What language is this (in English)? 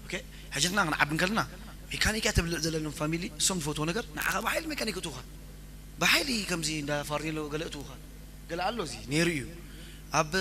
Tigrinya